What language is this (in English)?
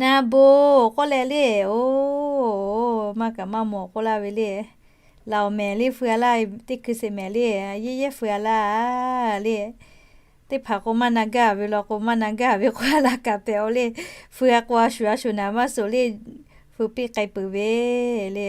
Lahu